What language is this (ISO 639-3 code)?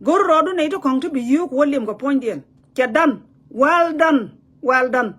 nus